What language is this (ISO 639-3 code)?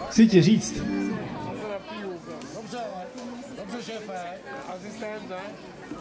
ces